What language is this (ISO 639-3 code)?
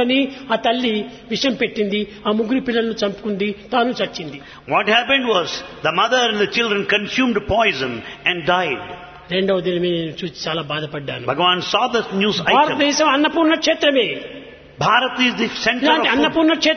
tel